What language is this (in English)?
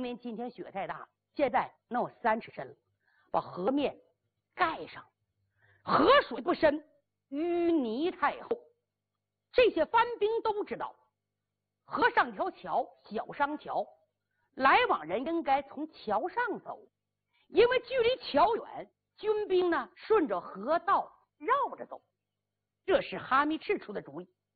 Chinese